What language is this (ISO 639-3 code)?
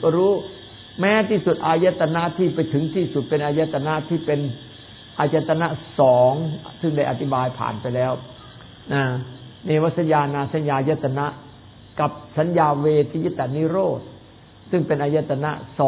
tha